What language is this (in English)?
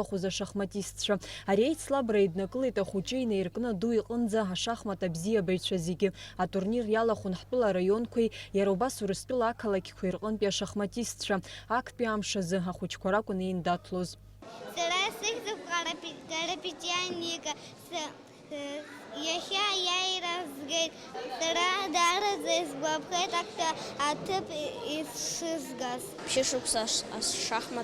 Abkhazian